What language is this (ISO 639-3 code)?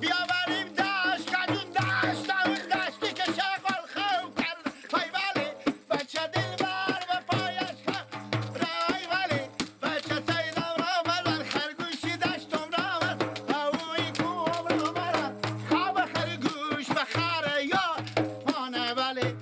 fas